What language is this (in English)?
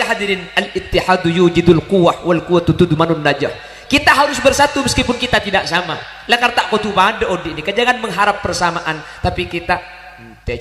Madurese